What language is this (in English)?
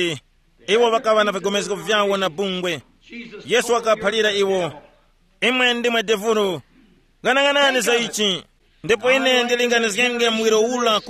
Tumbuka